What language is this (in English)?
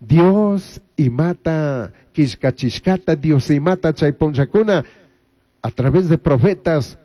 Chimborazo Highland Quichua